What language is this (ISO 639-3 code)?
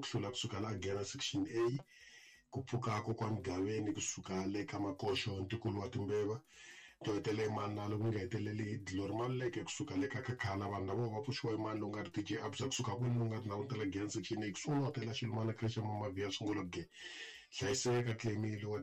tso